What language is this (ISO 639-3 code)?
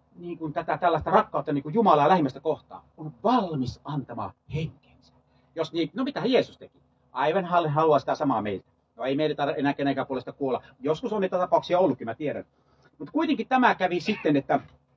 fin